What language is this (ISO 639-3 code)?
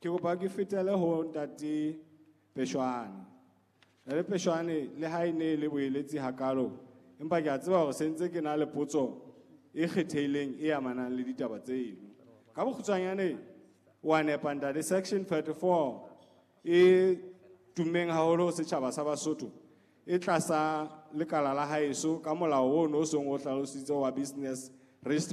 sot